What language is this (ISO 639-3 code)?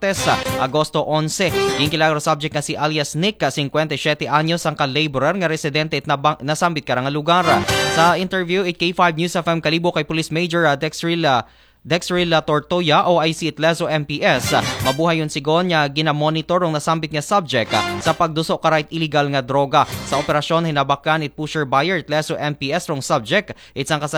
akl